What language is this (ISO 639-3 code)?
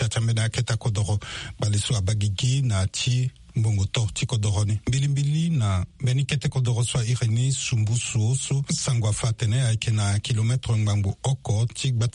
sag